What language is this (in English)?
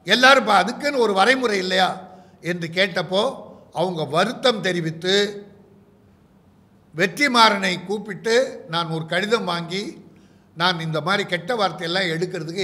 Tamil